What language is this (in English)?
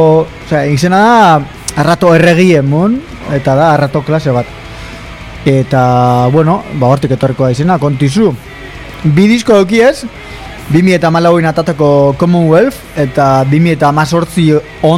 Basque